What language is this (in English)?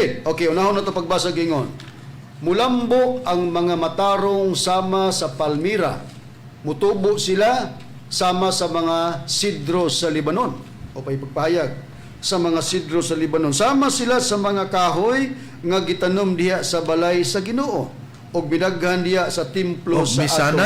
Cebuano